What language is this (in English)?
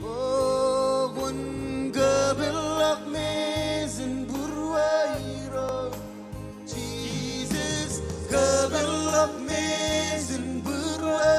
Marshallese